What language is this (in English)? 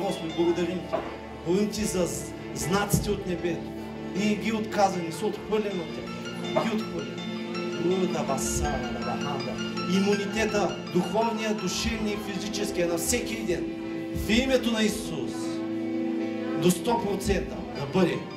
Bulgarian